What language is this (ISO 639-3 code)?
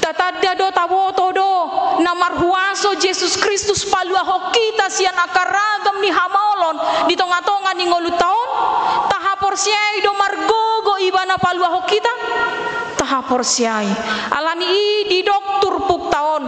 bbc